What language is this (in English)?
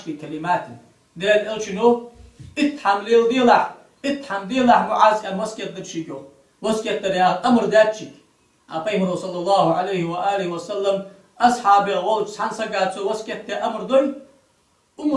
Ingush